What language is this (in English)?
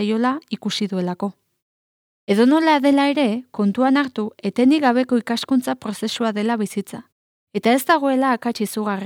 Basque